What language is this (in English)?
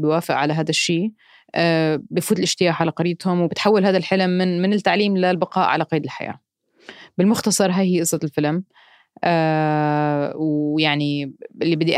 North Levantine Arabic